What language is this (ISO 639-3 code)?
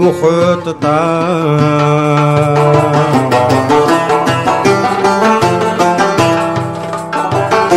ara